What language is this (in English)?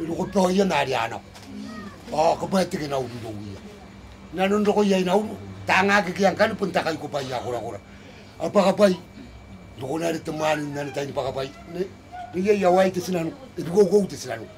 Gilbertese